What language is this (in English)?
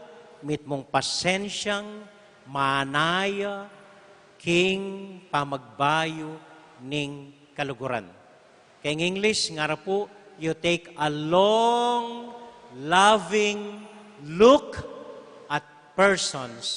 Pampanga